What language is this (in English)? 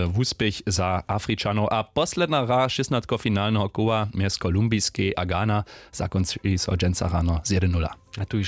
Upper Sorbian